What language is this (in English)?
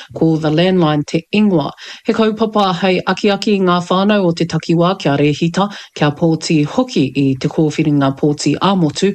Māori